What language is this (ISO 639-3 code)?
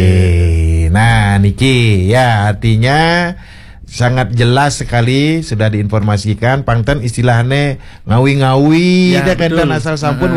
ban